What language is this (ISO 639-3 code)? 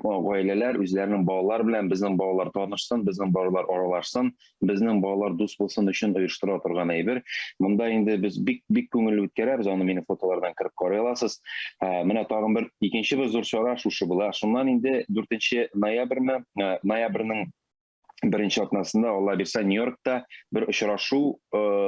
tat